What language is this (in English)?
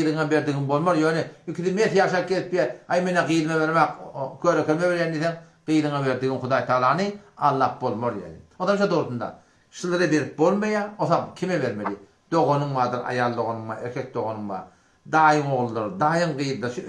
Turkmen